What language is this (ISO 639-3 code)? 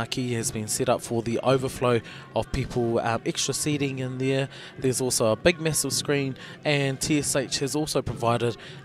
mri